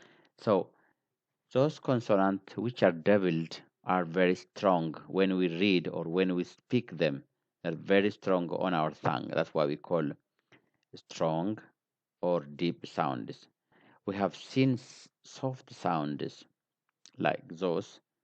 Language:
English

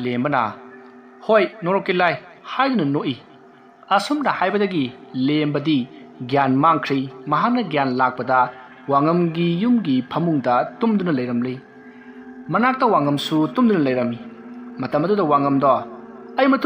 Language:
Manipuri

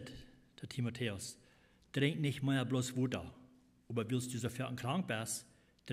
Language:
Plautdietsch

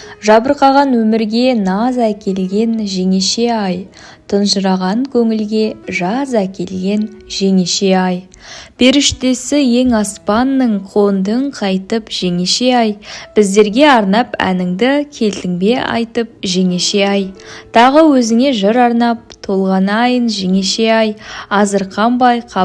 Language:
Kazakh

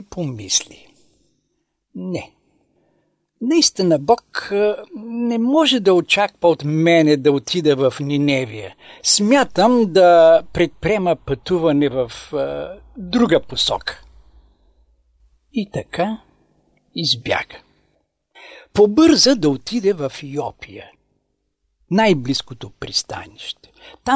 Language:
Bulgarian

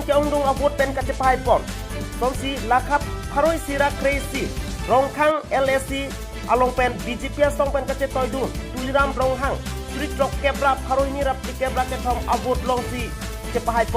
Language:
Karbi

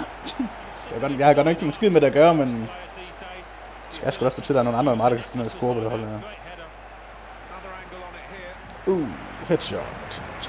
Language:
Danish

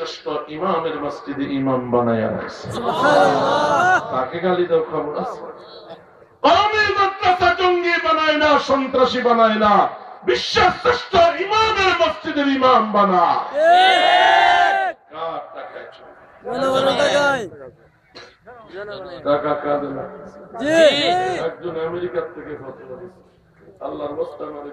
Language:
Bangla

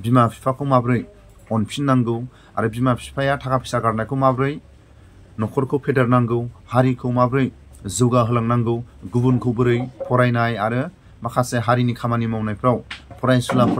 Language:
Bodo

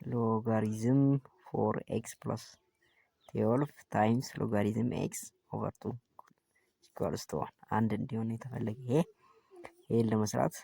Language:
Amharic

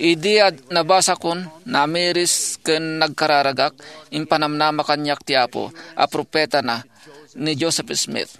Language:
Iloko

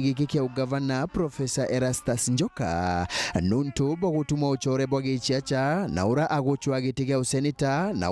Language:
Meru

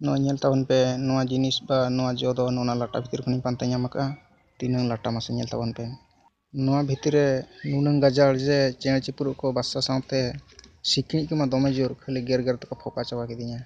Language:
Santali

